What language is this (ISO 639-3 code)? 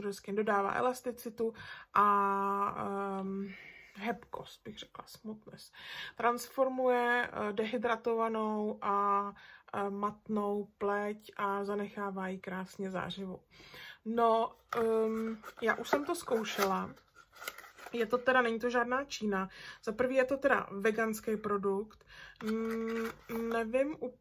ces